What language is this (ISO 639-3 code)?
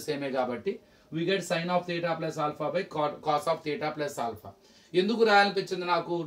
tel